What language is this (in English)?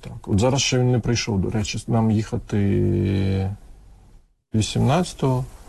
Ukrainian